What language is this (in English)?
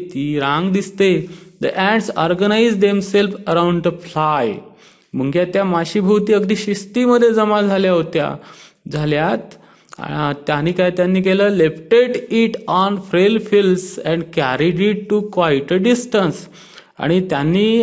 Marathi